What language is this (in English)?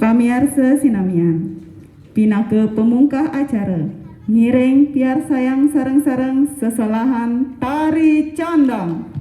Balinese